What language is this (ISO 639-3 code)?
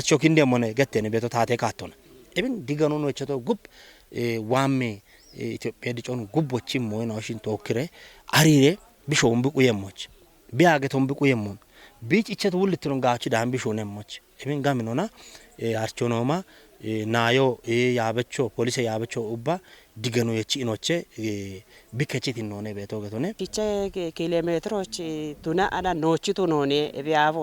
kbr